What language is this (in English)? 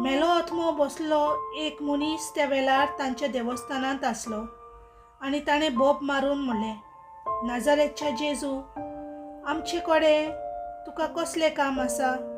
Konkani